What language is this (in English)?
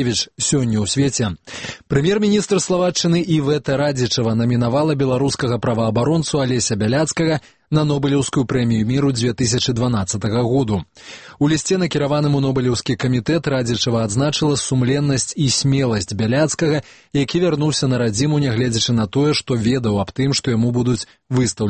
Belarusian